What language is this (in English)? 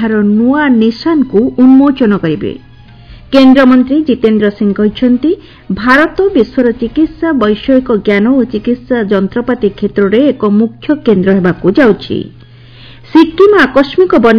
Odia